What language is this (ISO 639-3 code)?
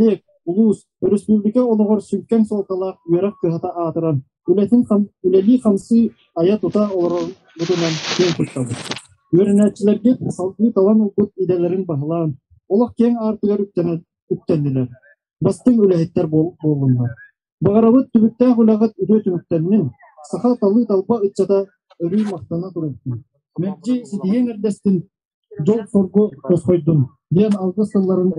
sah